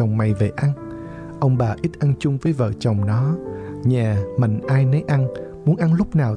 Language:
Vietnamese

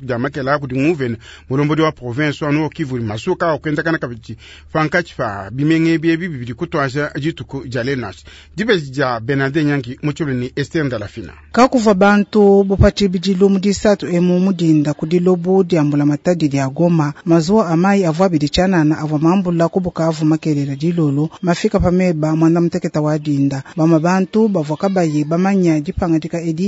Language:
Luba-Lulua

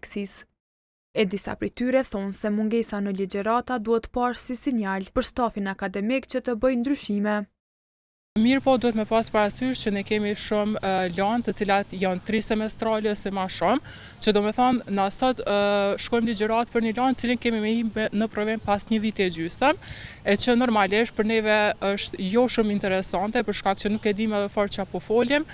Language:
Albanian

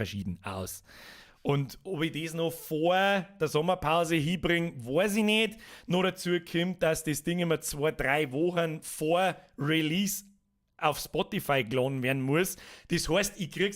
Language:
Bavarian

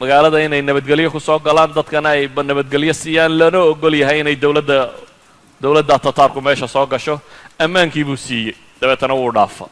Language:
Somali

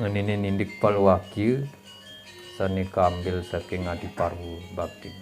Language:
Balinese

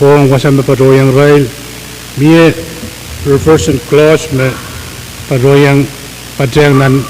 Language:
Pohnpeian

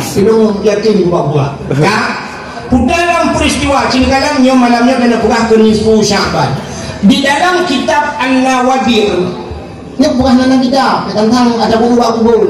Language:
Achinese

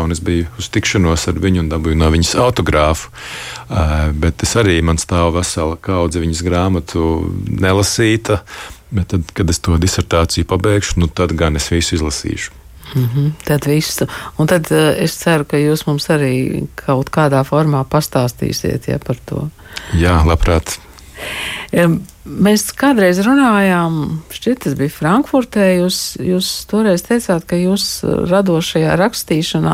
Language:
Latvian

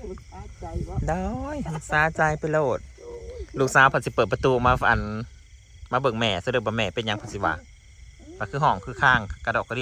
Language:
Northeastern Thai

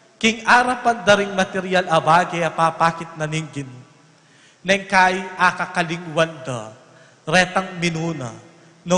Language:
Pampanga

